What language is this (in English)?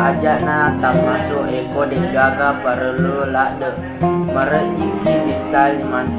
Buginese